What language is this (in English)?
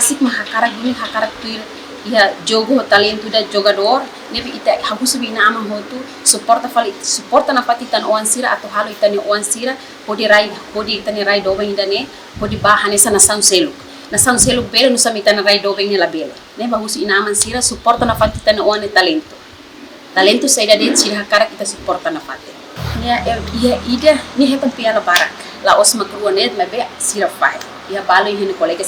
Tetum